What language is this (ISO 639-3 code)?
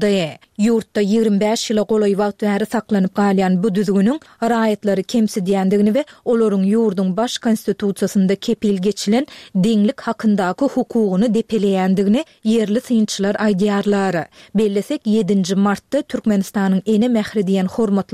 tuk